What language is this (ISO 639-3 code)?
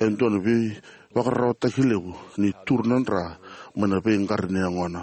fij